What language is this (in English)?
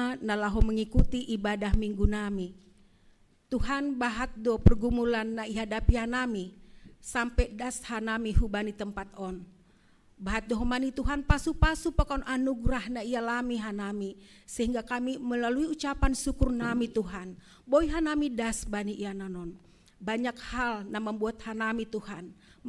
Batak Simalungun